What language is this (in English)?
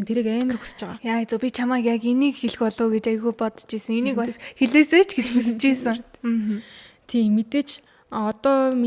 Mongolian